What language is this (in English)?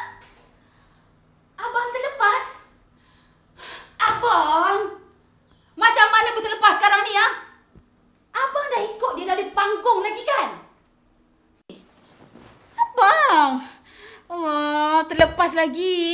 Malay